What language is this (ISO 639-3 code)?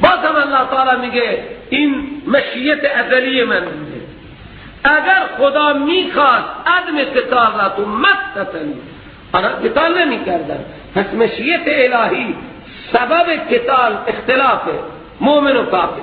fas